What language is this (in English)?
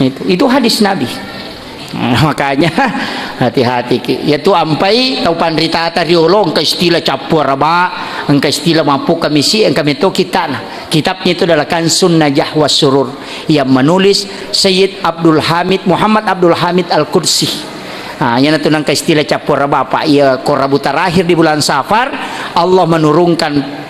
Buginese